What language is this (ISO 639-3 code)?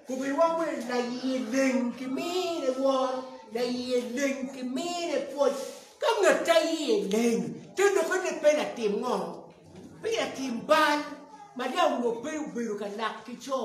ach